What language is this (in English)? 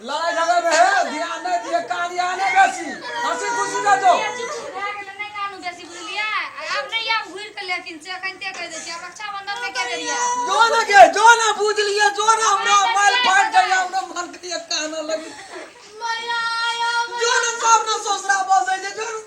Maithili